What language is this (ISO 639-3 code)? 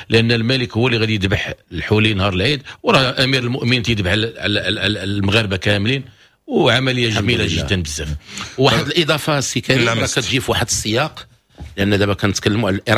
ary